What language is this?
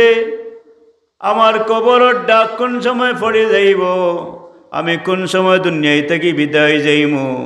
Sylheti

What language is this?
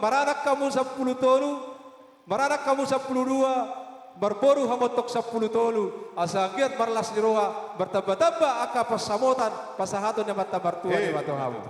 Batak Toba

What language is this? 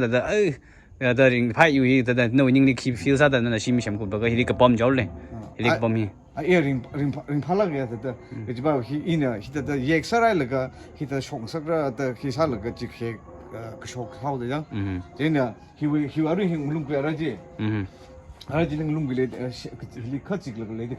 Tangkhul Naga (India)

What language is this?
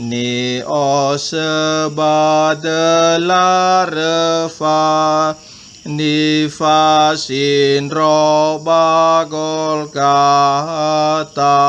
Nias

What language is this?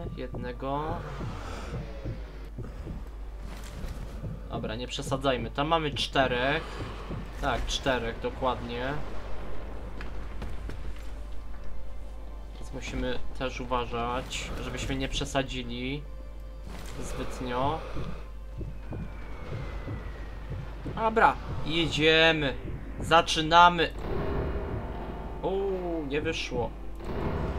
Polish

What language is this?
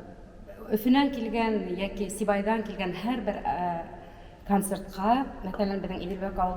Bashkir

